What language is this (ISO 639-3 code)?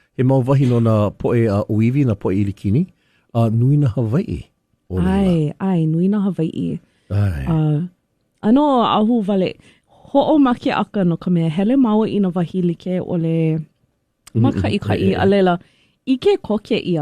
haw